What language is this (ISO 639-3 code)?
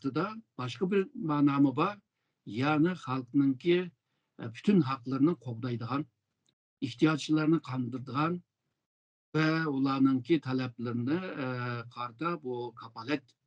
uig